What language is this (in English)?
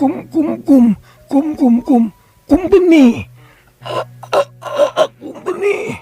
Sundanese